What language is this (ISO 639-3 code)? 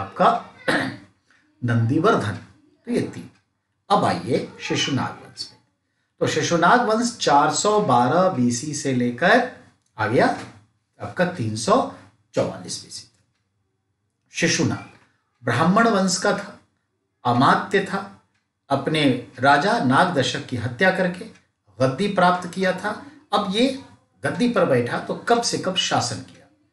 hin